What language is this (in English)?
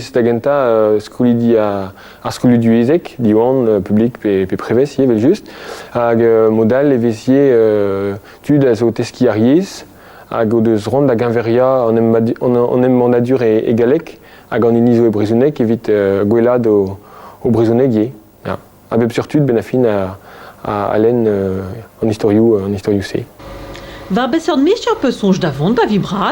Breton